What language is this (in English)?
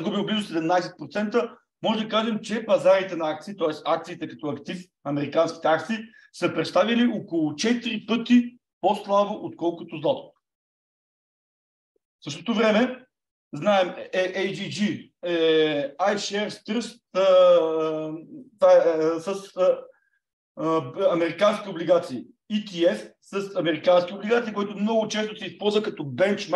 Bulgarian